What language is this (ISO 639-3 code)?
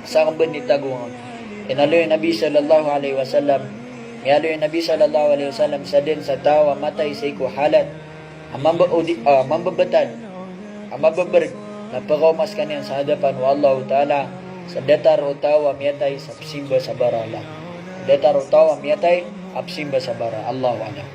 mrw